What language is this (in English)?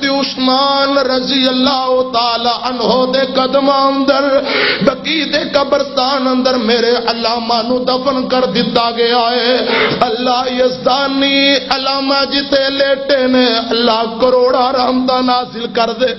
Western Panjabi